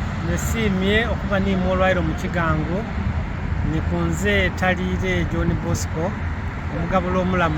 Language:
Soga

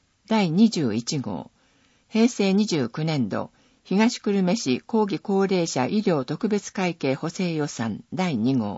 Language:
Japanese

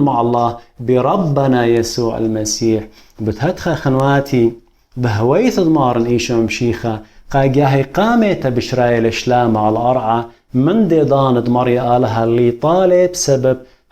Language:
Assyrian Neo-Aramaic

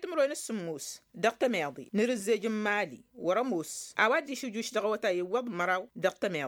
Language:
Tamasheq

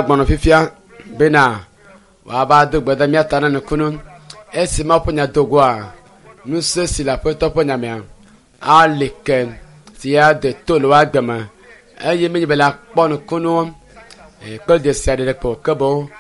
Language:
Ewe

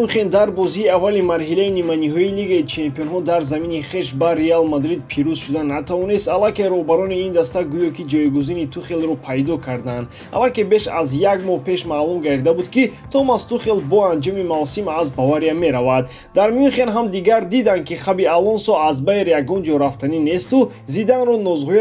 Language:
Tajik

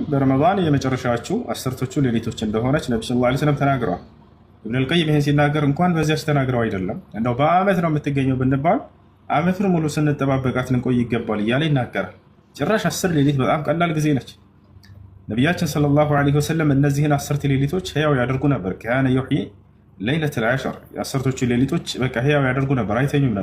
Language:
Amharic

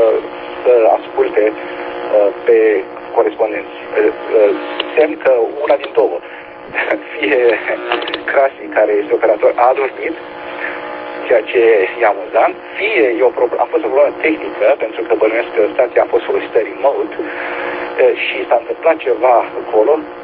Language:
Romanian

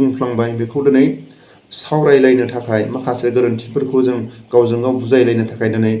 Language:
Bodo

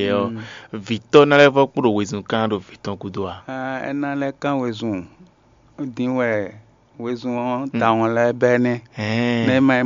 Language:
Fon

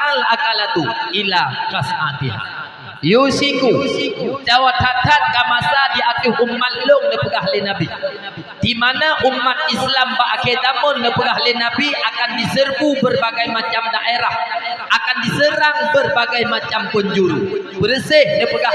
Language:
Achinese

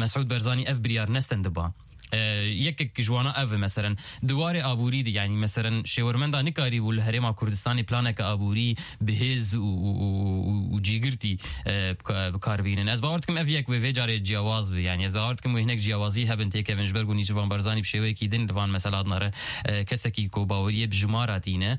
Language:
Kurdish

